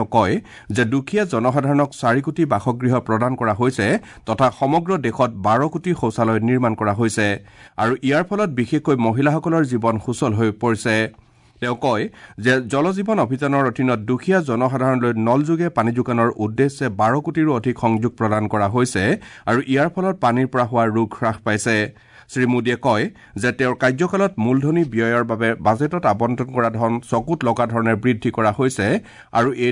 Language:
Assamese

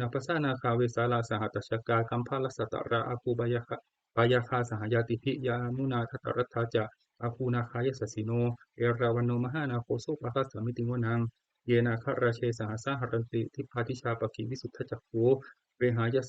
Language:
Pali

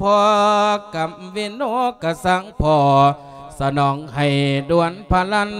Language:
Lao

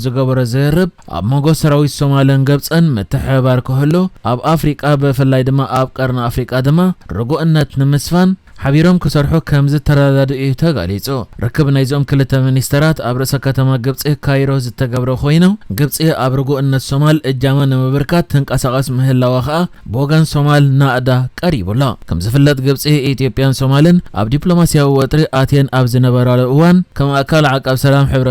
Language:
Tigrinya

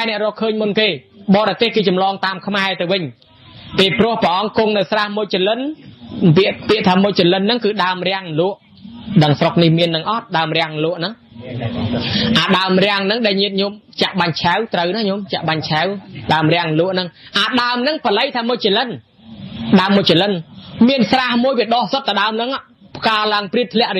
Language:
Khmer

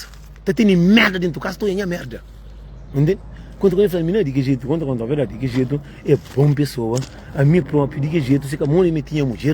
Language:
Kabuverdianu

